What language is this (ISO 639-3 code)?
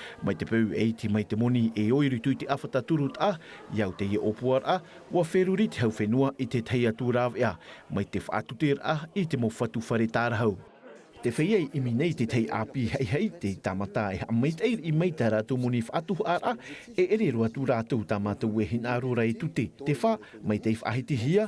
tah